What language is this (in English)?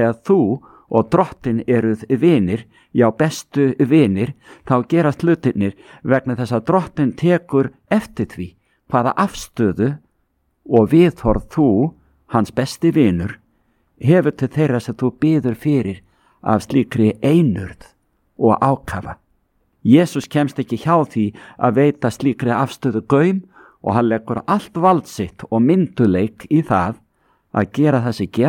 Icelandic